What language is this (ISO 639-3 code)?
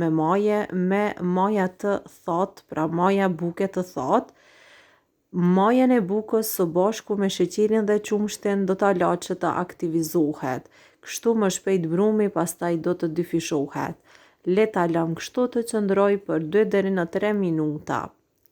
sqi